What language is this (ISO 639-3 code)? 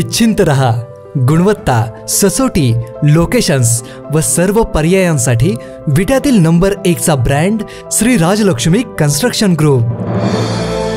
mar